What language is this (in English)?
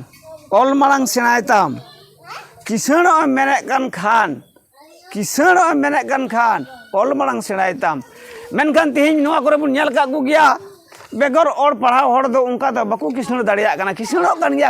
Santali